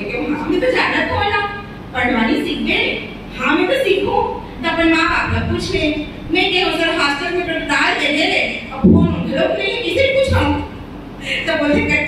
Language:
Chhattisgarhi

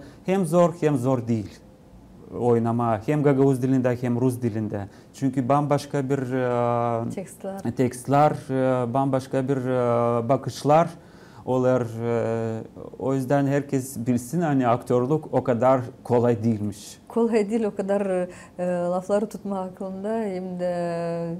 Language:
Gagauz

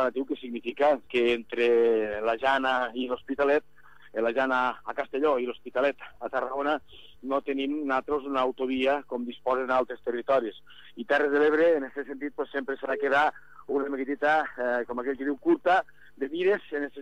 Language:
Catalan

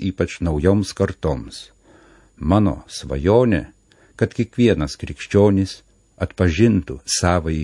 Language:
Lithuanian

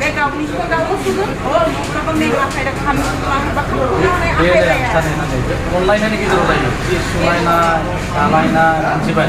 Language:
Bodo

